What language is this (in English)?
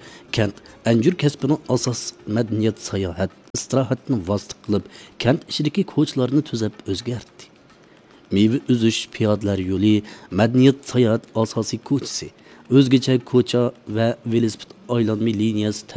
Uyghur